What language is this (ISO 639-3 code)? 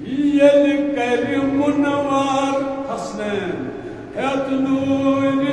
kas